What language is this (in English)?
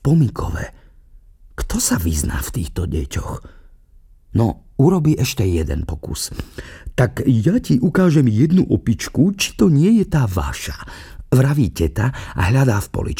Slovak